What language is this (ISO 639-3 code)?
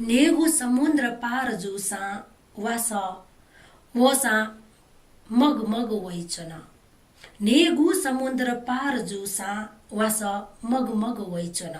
new